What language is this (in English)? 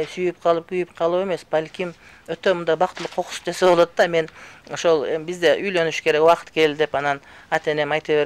Kyrgyz